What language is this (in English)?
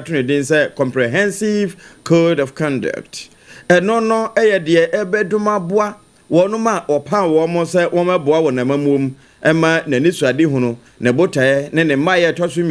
Akan